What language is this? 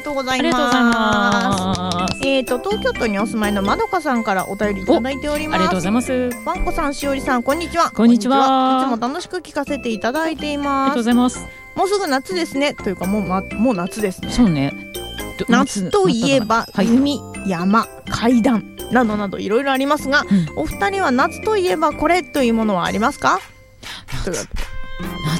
Japanese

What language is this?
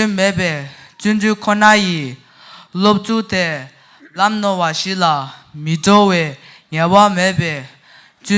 Tibetan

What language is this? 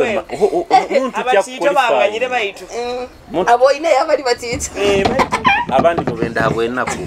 Nyoro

